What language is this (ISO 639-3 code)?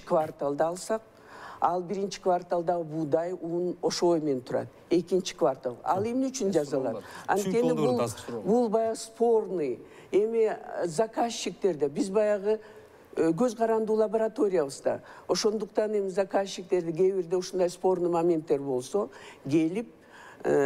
kir